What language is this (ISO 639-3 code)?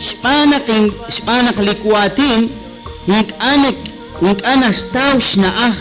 kek